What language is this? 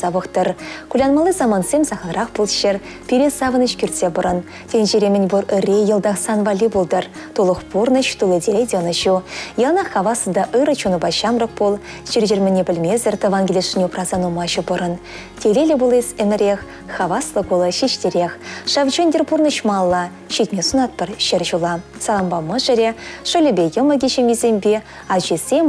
Chuvash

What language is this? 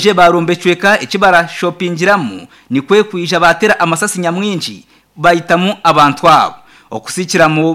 Nyankole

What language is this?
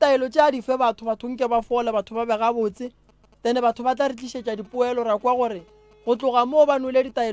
Northern Sotho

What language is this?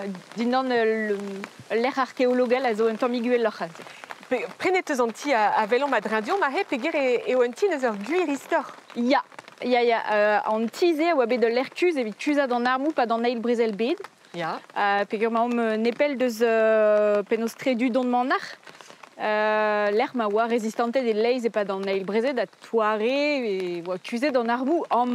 Breton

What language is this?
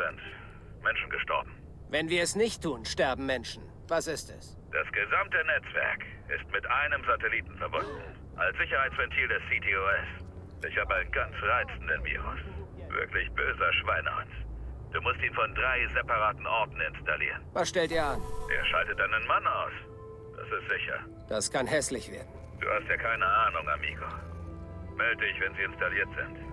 Bavarian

